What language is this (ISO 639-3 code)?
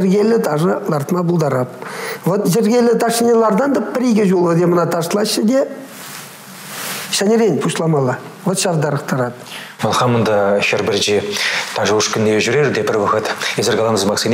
chv